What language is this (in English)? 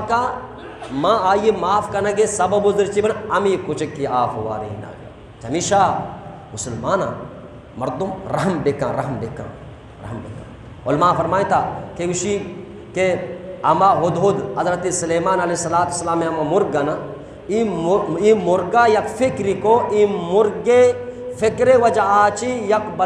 Eastern Balochi